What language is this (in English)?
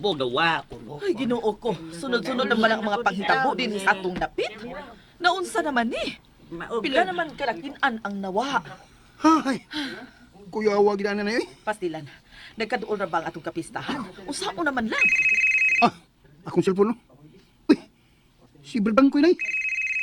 Cebuano